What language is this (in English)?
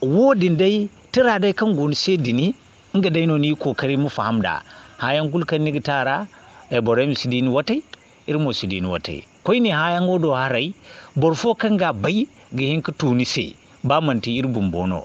Zarma